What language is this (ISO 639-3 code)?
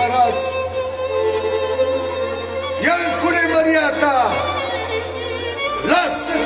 ron